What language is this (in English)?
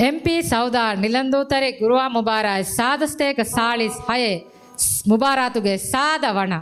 Divehi